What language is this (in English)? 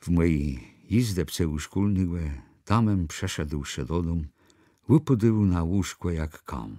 Kashubian